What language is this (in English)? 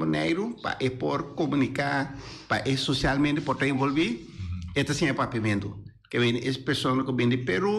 Papiamento